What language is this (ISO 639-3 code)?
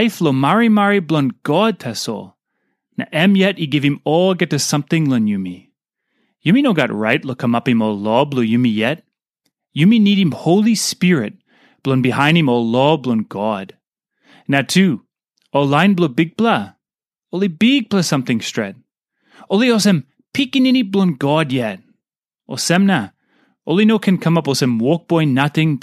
tpi